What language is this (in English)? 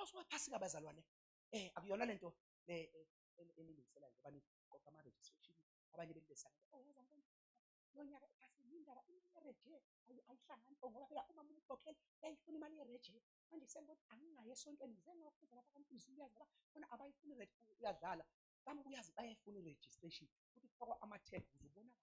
Zulu